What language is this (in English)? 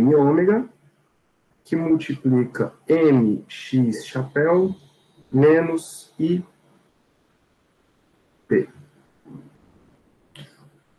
Portuguese